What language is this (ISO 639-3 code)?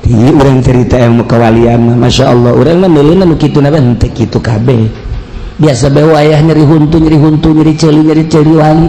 sun